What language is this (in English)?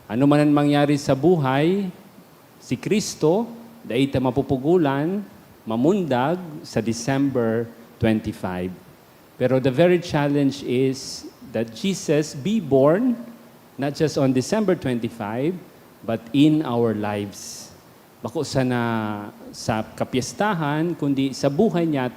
Bikol